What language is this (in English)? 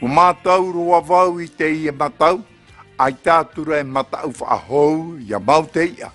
Tahitian